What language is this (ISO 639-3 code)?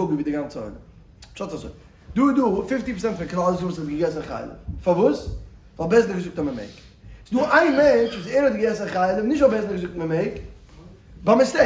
yid